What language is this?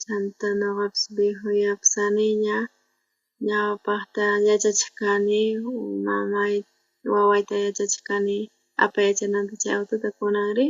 South Bolivian Quechua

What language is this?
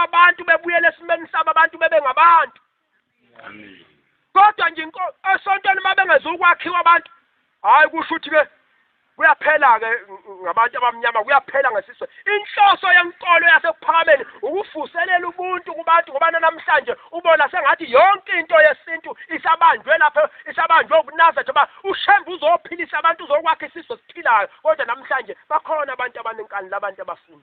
Zulu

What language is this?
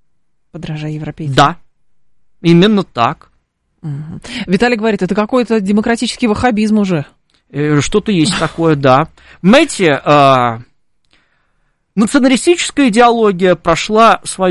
Russian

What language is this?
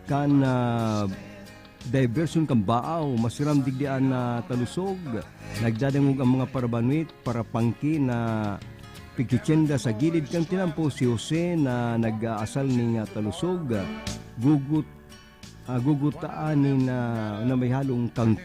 Bikol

